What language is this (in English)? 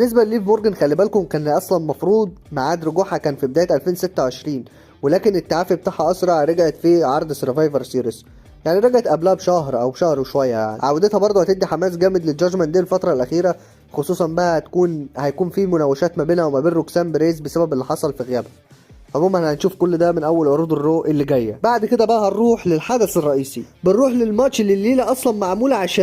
Egyptian Arabic